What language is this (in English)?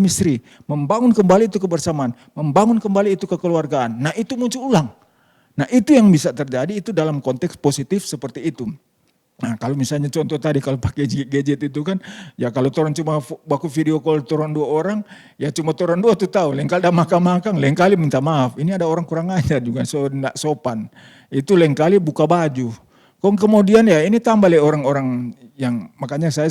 Manado Malay